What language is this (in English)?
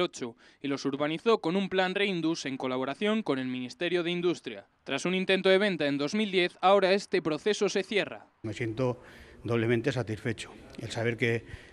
Spanish